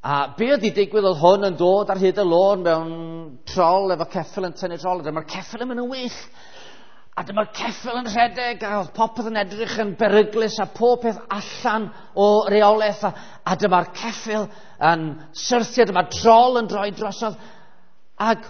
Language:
Welsh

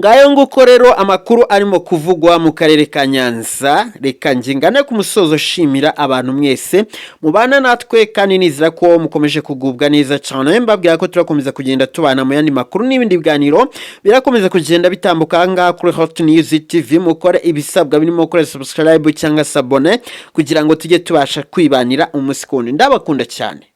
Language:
Kinyarwanda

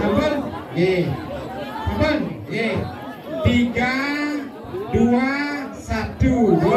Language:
Balinese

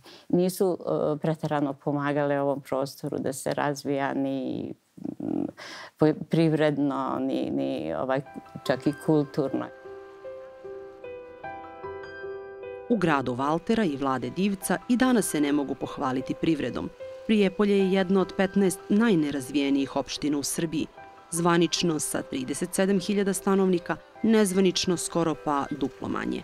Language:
Serbian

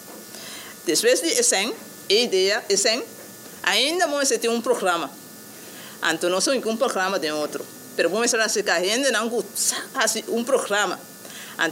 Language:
Papiamento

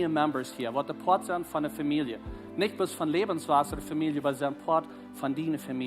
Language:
Plautdietsch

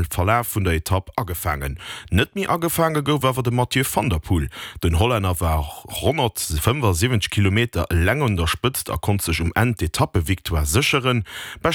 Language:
Luxembourgish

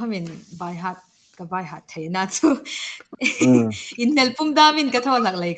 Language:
Hmar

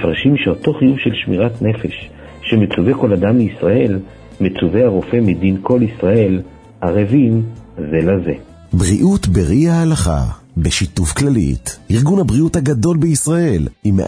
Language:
Hebrew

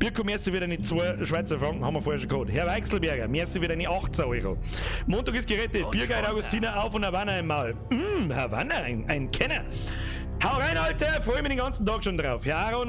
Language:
Bavarian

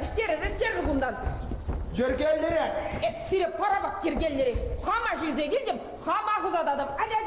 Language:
Chuvash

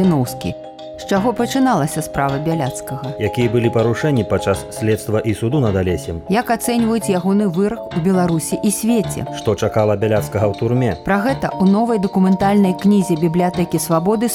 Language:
Belarusian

